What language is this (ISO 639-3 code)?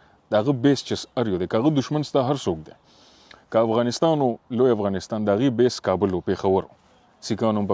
pus